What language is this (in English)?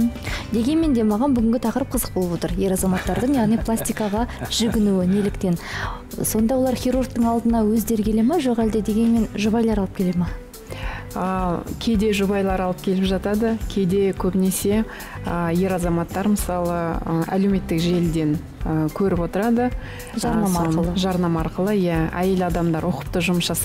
Kazakh